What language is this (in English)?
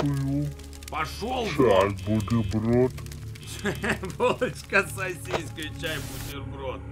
Russian